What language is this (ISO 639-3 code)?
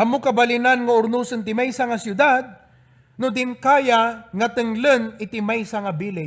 ilo